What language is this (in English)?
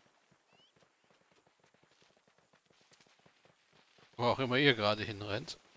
German